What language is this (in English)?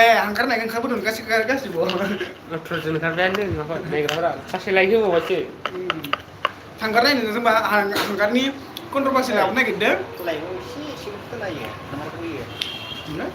Bodo